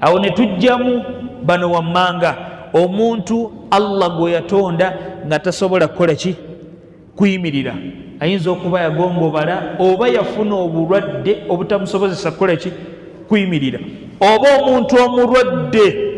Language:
Ganda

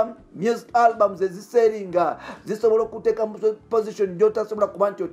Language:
Ganda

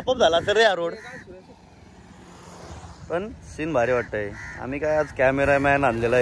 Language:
Marathi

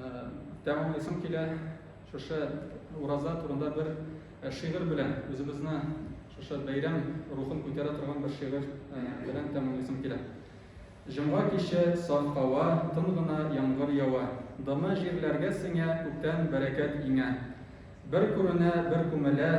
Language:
Tatar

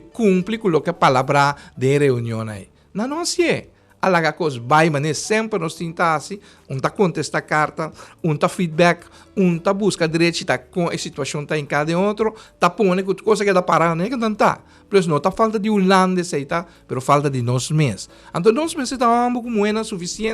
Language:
Papiamento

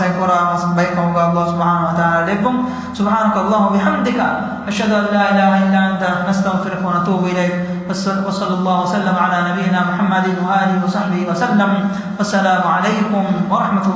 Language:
Divehi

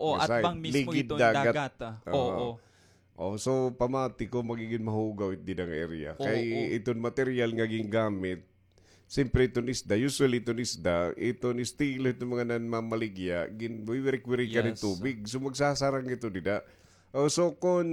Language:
Waray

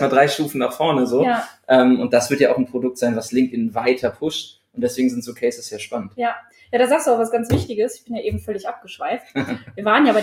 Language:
German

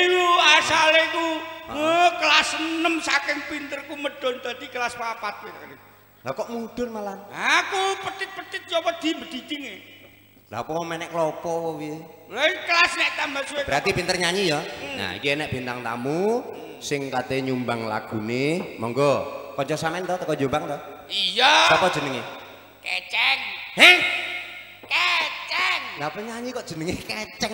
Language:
Javanese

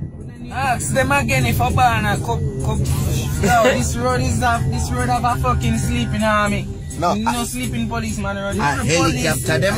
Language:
Jamaican Creole English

